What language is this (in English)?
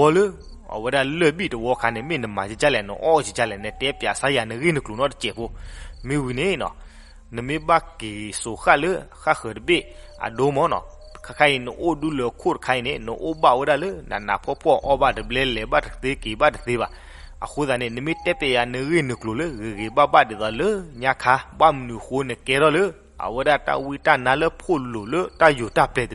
S'gaw Karen